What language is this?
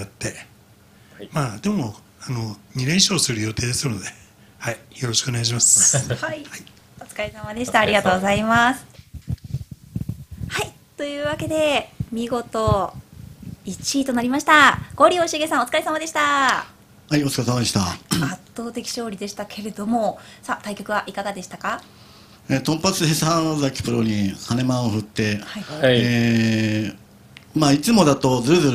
Japanese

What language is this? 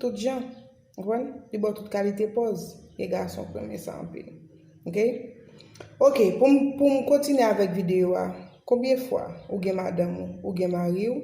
Haitian Creole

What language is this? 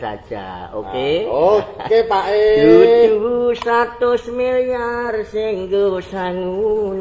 Javanese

